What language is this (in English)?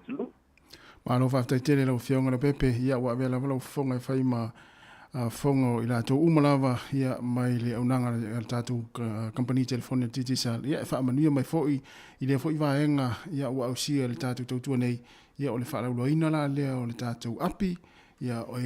Samoan